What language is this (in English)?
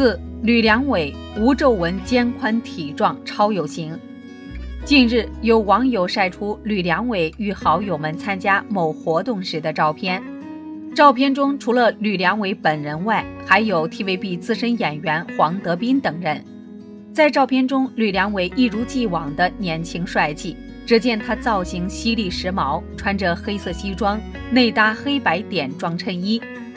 Chinese